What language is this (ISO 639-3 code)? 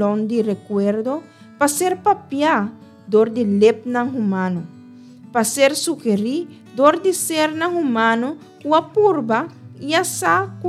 pap